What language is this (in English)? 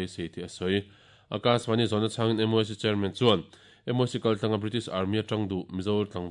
Mizo